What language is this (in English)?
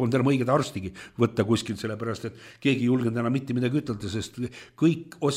Estonian